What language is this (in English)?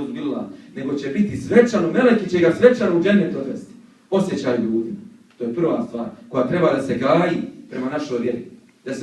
Bosnian